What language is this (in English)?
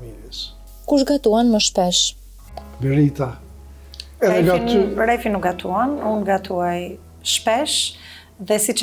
Albanian